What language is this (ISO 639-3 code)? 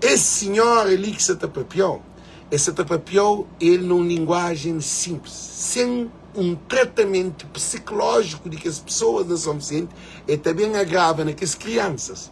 kea